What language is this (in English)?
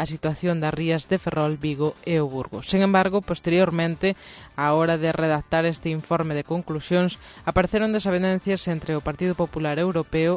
Galician